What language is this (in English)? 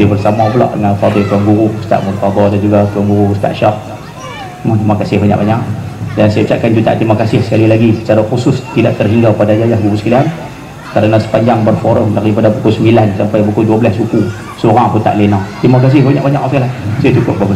Malay